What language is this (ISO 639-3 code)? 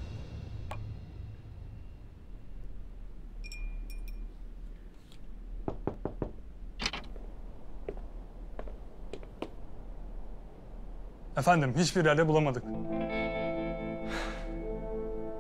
tur